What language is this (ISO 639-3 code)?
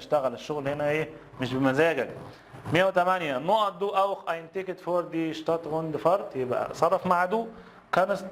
arz